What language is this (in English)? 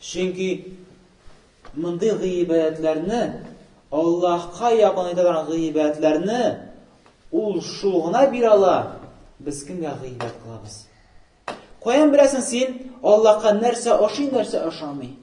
Tatar